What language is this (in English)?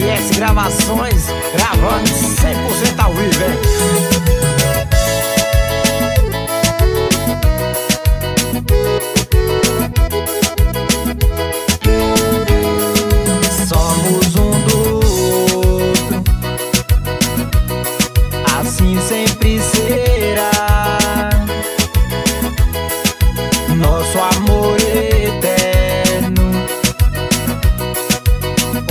Portuguese